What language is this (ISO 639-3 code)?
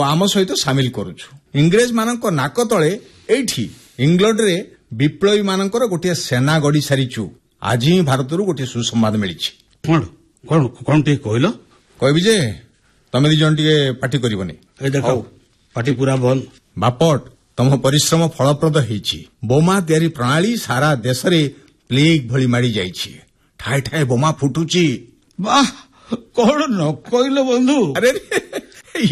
ori